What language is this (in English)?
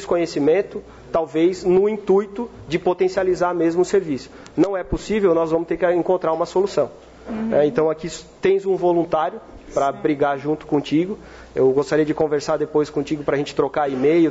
Portuguese